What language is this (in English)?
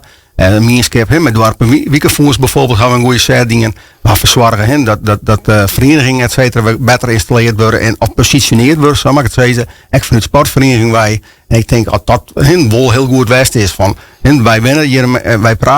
Western Frisian